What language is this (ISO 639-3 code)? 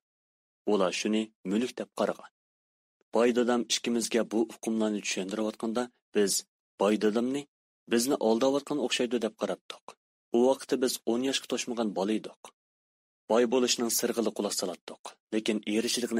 uig